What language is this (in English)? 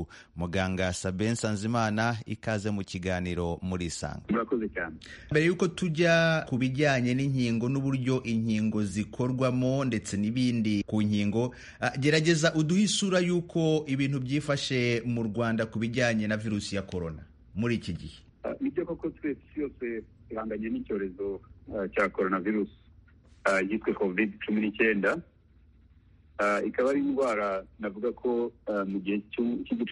Kinyarwanda